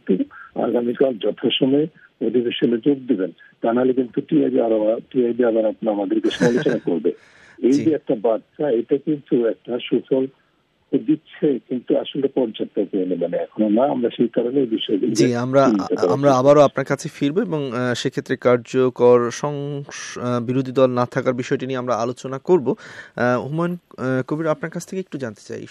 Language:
Bangla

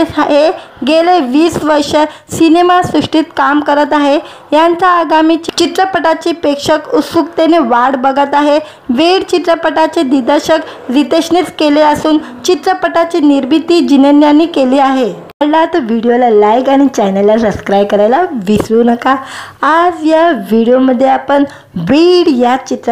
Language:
Marathi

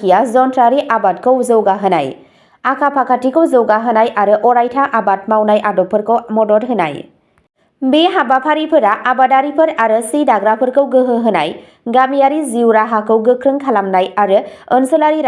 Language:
Bodo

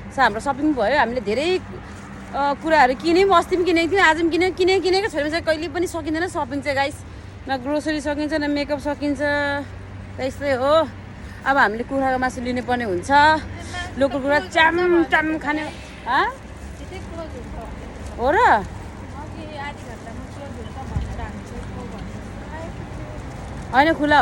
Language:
Nepali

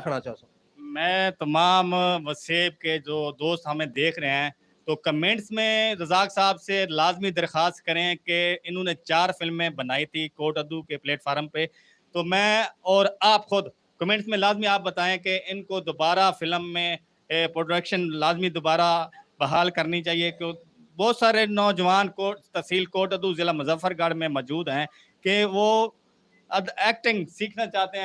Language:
Saraiki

